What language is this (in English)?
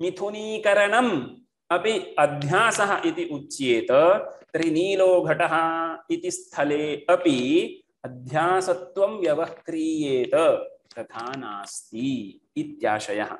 Sanskrit